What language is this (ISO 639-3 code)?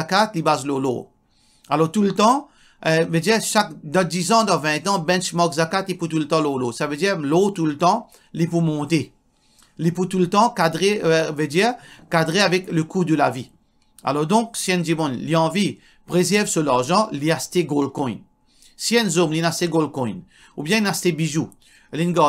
mfe